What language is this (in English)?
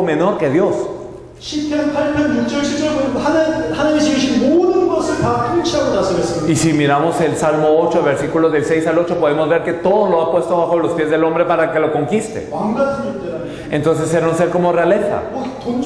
Spanish